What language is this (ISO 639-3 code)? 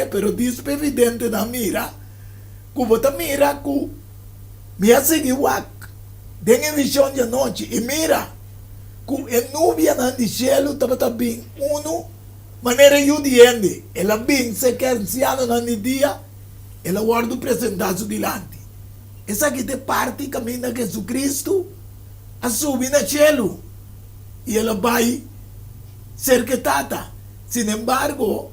pap